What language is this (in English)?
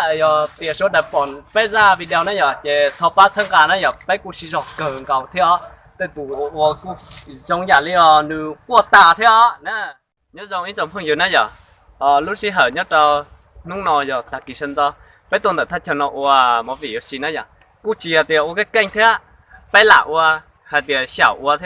Hmong